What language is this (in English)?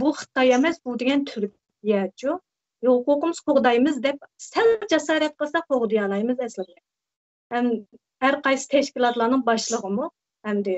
Uyghur